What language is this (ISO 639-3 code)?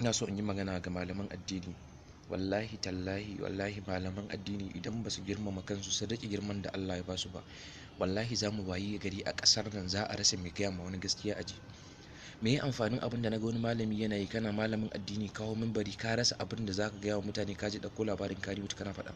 hau